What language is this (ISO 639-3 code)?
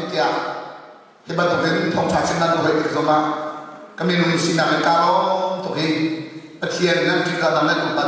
cnh